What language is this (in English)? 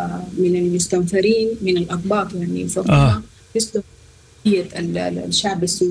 Sudanese Arabic